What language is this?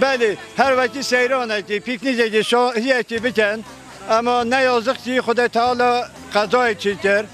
Kurdish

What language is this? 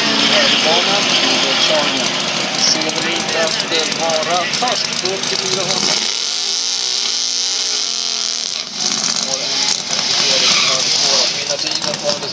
Swedish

